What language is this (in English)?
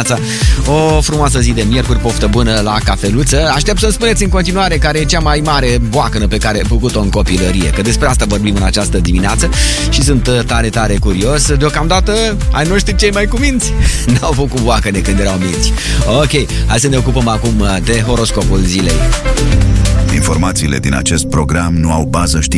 Romanian